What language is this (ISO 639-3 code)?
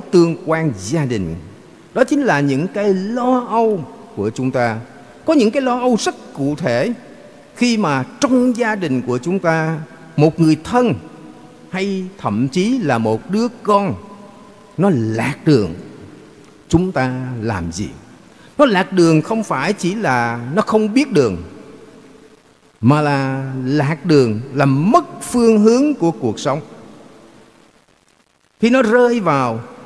vie